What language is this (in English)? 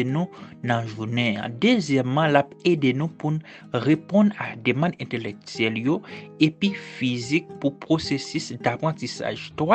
Haitian Creole